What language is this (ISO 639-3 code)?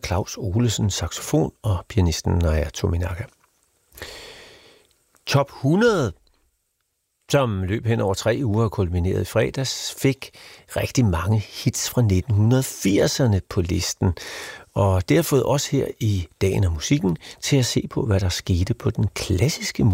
dan